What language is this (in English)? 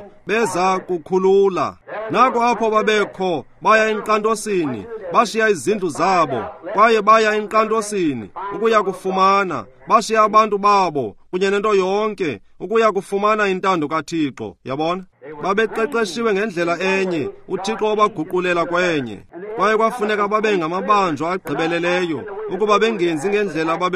Xhosa